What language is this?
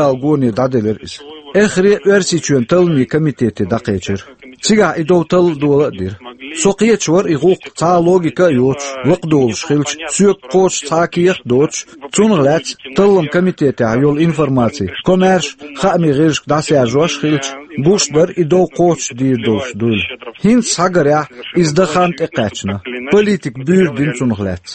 Chechen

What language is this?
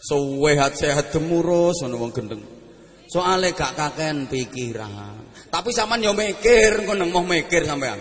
Javanese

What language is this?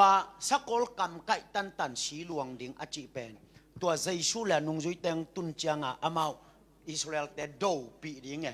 Tedim Chin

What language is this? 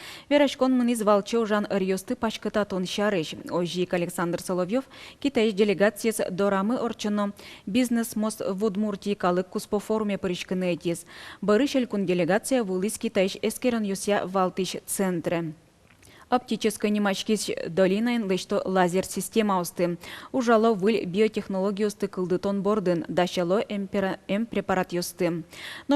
Udmurt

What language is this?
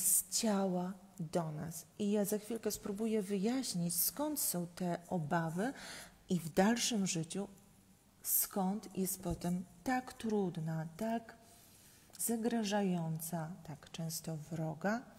Polish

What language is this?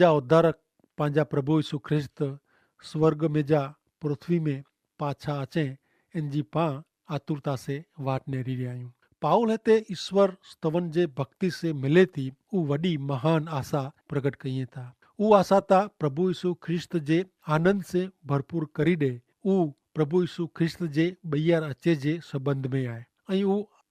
Kachhi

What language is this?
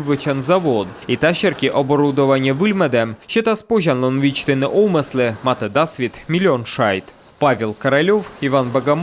Komi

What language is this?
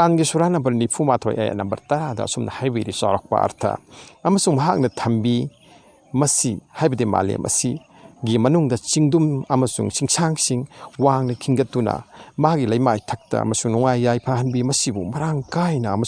Manipuri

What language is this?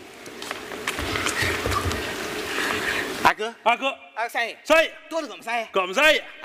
Chinese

